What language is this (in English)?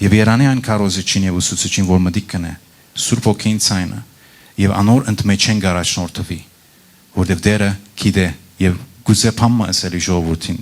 Western Armenian